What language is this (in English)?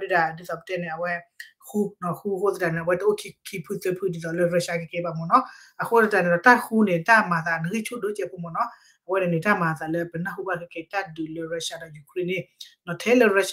S'gaw Karen